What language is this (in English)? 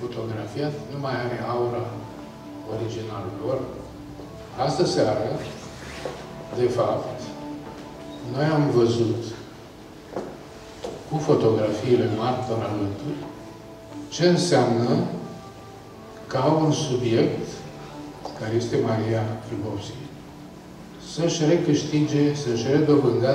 Romanian